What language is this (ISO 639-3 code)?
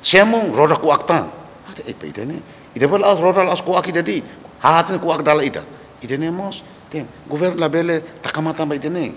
tet